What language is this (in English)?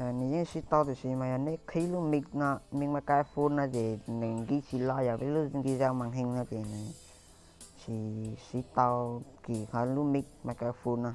Hmong